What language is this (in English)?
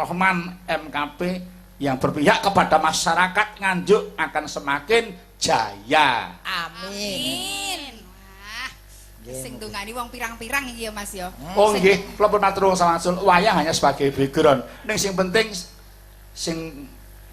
Javanese